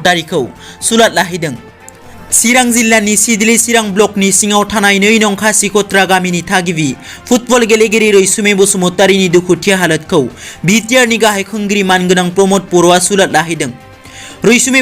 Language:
Bodo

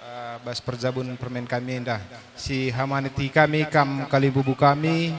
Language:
Batak Karo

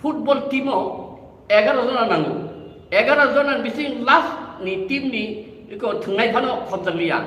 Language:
Riang (India)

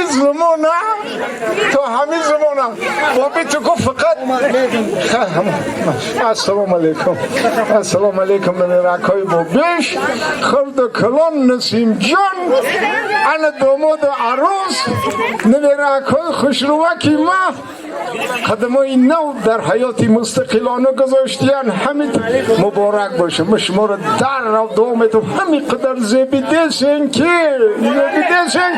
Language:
Tajik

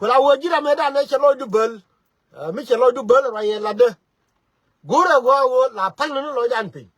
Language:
Nuer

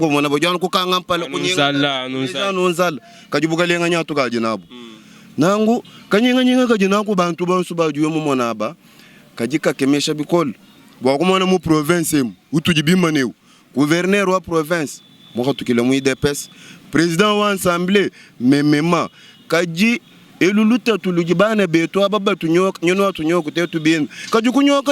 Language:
Luba-Lulua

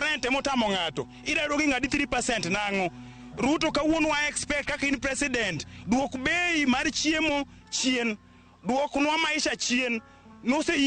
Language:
Luo (Kenya and Tanzania)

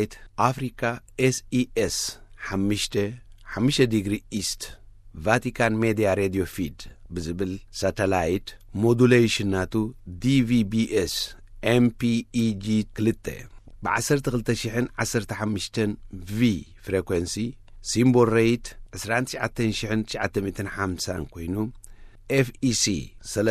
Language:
Tigrinya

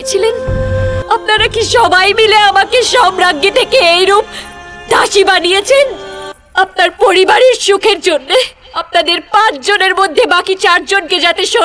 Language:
Bangla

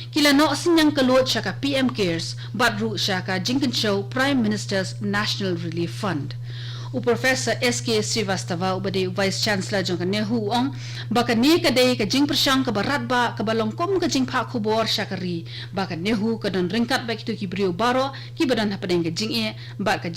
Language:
Khasi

